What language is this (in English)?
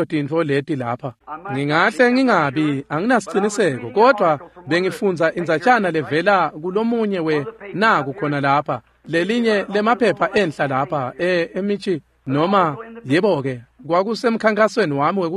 Swati